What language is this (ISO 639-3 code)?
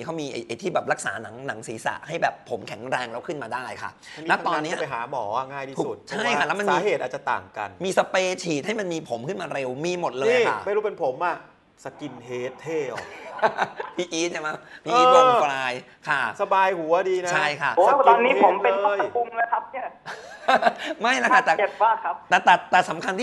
tha